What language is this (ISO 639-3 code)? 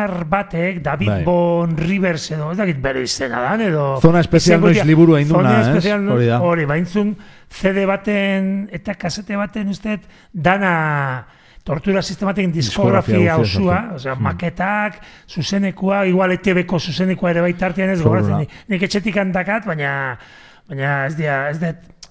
eus